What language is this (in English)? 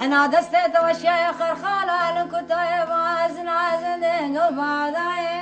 Kurdish